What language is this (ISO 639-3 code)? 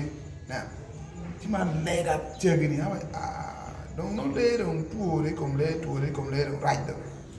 ach